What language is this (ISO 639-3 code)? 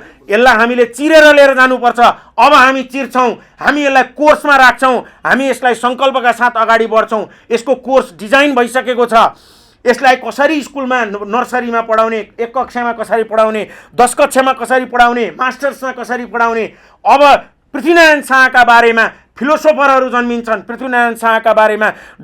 nep